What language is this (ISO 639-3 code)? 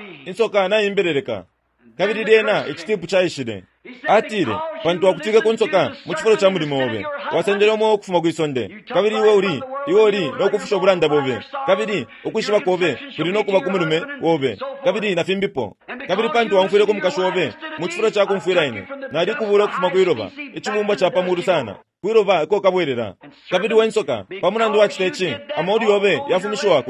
bem